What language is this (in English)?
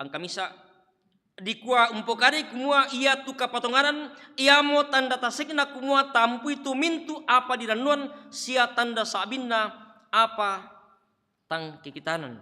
Toraja-Sa'dan